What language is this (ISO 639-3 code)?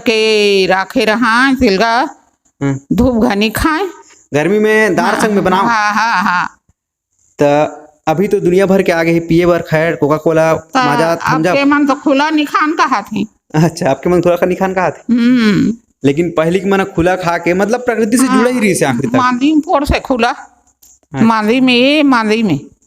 hne